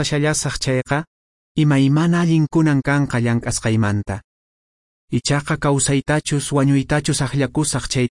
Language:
Quechua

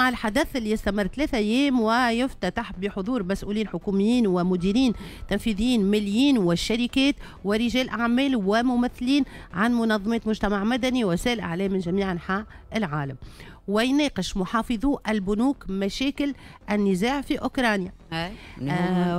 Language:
Tunisian Arabic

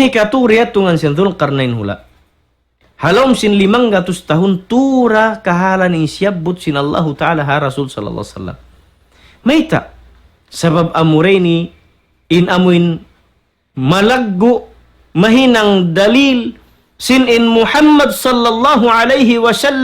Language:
Tausug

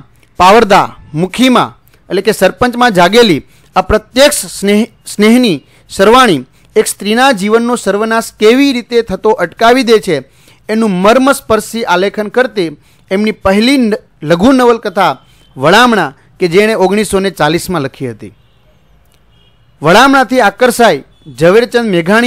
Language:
Gujarati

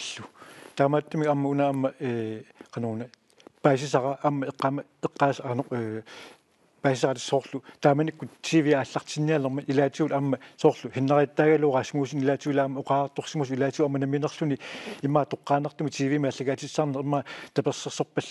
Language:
Kalaallisut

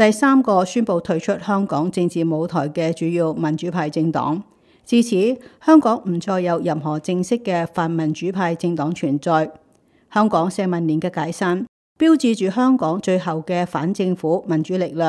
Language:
Cantonese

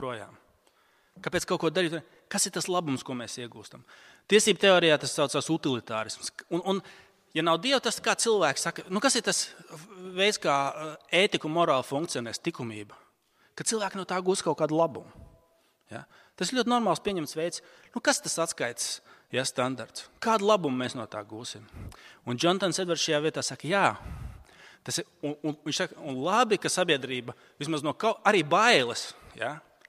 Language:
Latvian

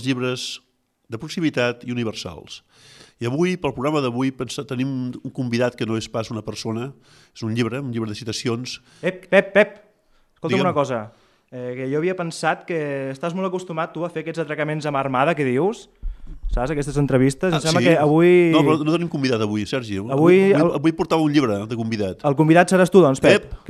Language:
Catalan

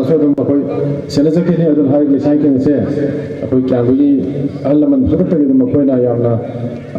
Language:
Manipuri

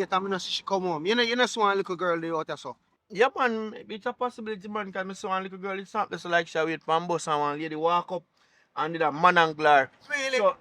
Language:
Jamaican Creole English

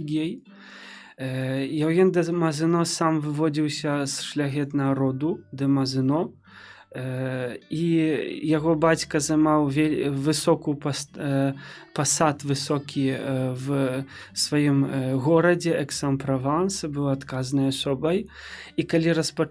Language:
Belarusian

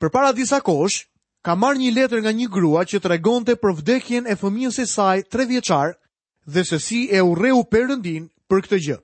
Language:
Albanian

